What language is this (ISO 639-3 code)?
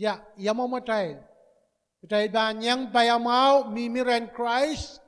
pon